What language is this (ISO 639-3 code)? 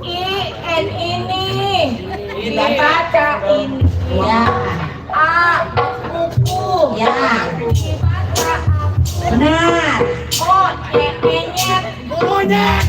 bew